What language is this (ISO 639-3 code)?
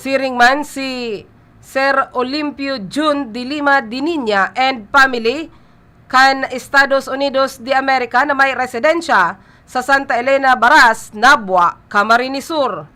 bik